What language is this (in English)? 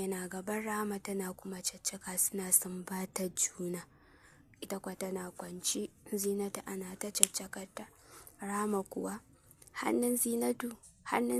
Hausa